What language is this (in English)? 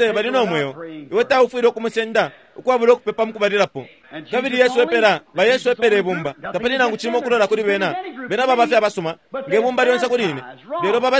Bemba